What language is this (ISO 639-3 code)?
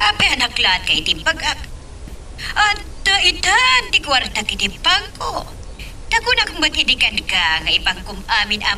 ilo